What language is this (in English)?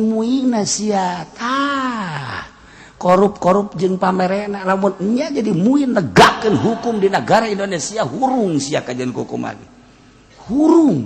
Sundanese